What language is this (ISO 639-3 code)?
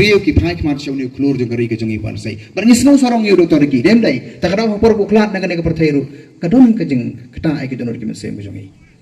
kha